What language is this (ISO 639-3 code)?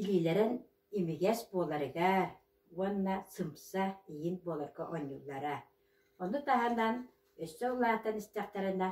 sah